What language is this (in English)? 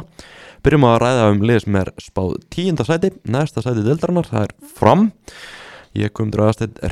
Icelandic